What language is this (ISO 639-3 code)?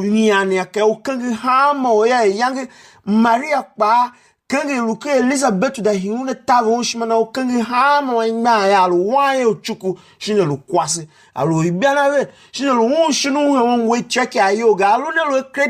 tiv